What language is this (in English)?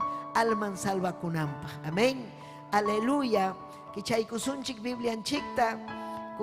Ayacucho Quechua